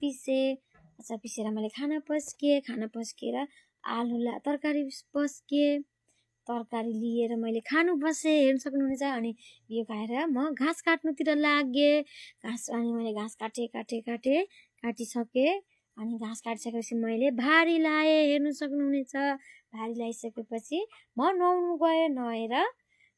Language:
Nepali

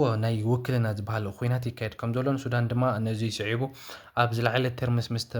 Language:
Tigrinya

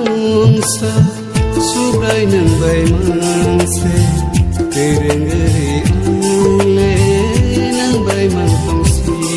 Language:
Kok Borok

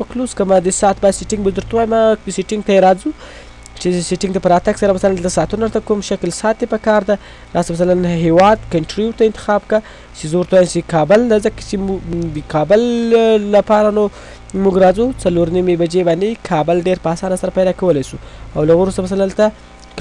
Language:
Pashto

